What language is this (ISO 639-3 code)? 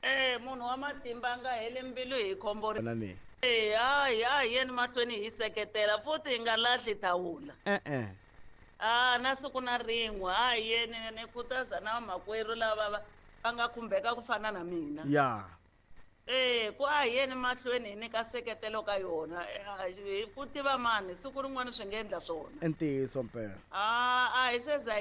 tso